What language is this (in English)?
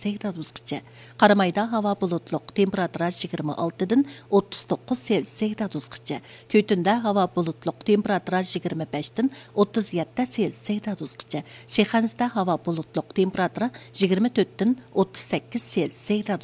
Uyghur